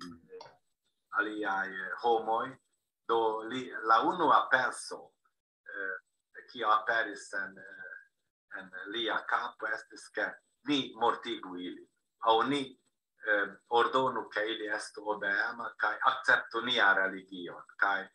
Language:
Esperanto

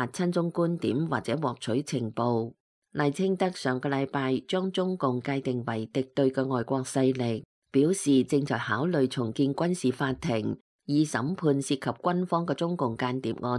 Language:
Cantonese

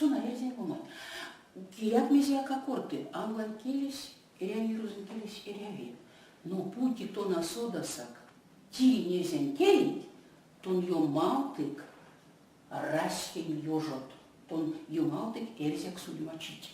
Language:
Erzya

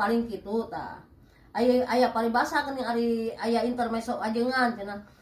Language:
Sundanese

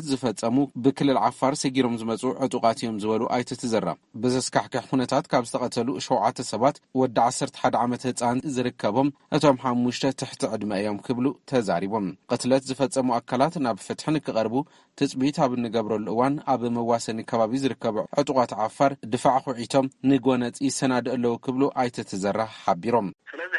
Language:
Tigrinya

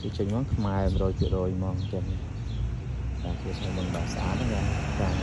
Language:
Khmer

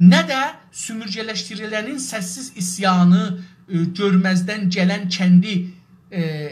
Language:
South Azerbaijani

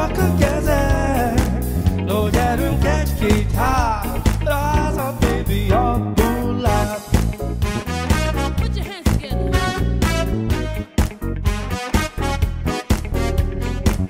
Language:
Czech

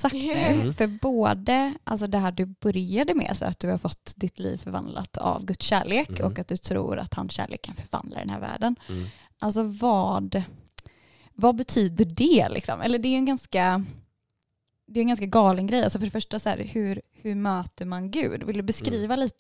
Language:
Swedish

